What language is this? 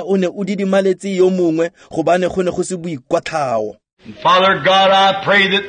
Tswana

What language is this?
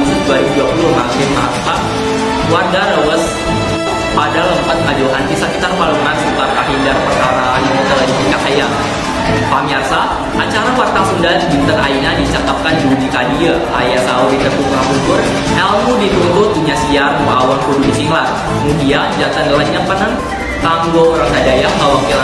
Sundanese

